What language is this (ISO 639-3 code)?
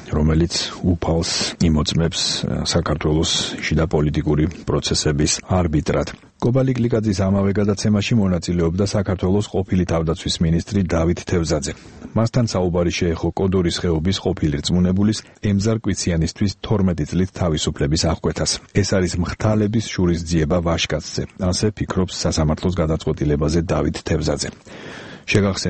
kat